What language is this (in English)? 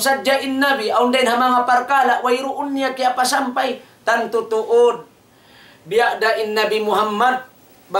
Tausug